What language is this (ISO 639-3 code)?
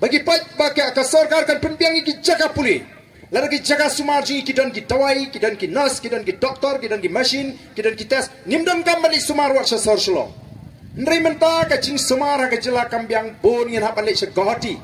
kha